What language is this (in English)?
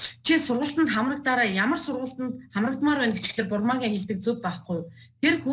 Mongolian